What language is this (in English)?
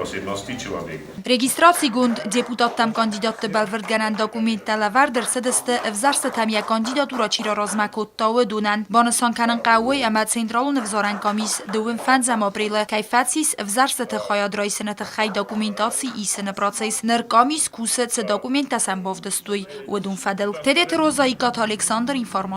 Ossetic